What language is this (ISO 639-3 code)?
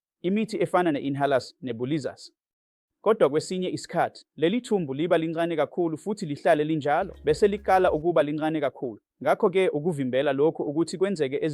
zul